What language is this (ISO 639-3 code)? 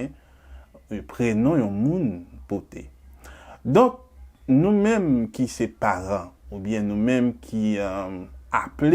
hat